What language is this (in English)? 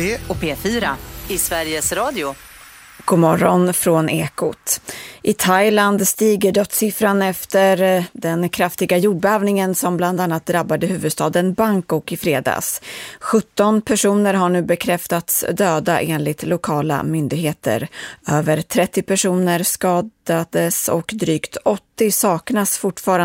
Swedish